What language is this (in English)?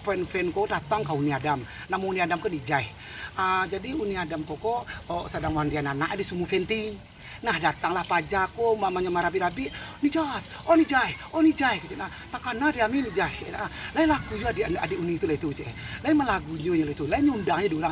Minangkabau